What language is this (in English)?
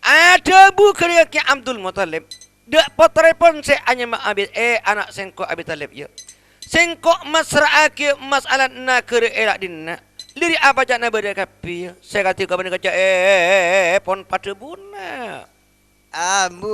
Madurese